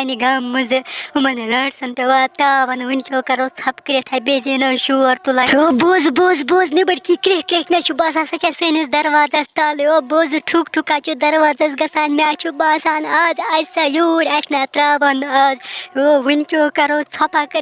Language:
Kashmiri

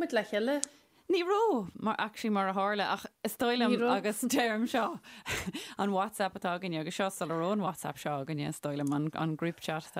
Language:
Irish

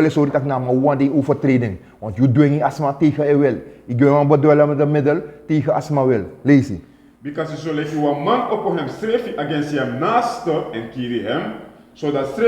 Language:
Sranan Tongo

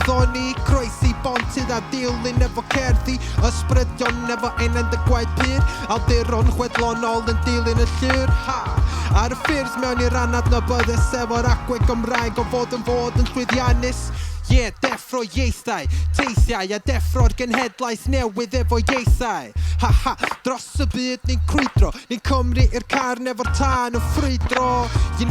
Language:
Welsh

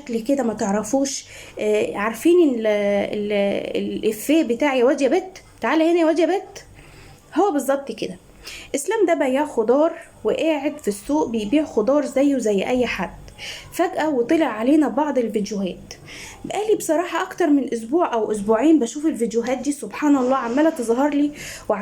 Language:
Egyptian Arabic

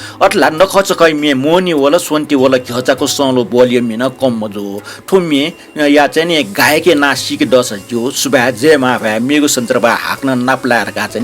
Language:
Newari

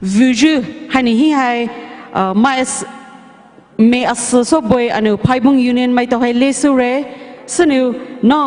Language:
Poumei Naga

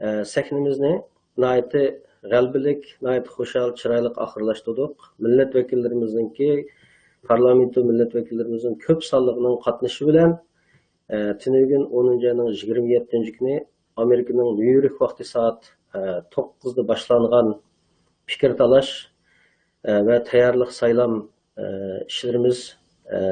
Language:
Uyghur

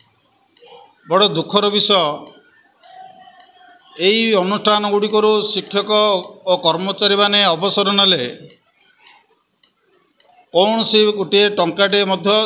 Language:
Odia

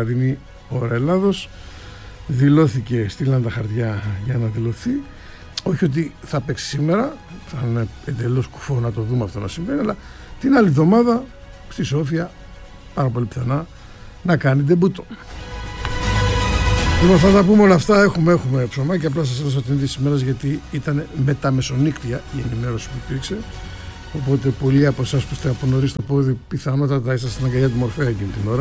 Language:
Greek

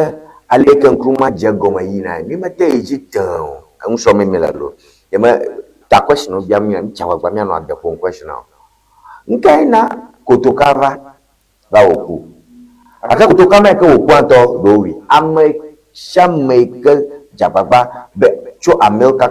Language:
Ewe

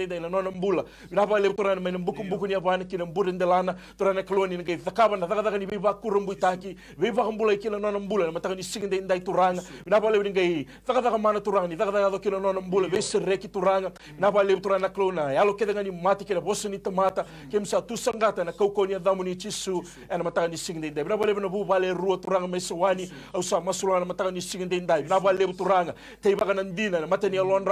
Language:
Fijian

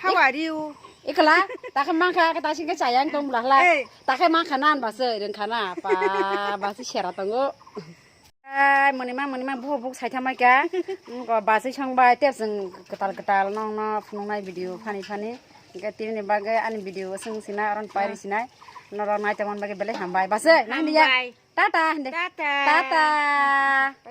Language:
Kok Borok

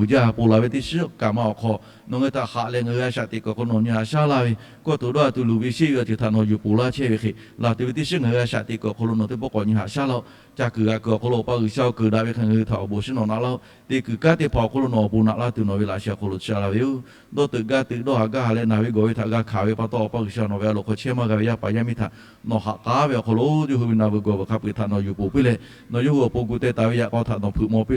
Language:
Lahu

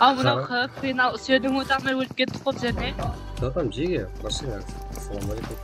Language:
Kara-Kalpak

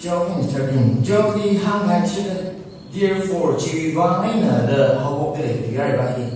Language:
Tangkhul Naga (India)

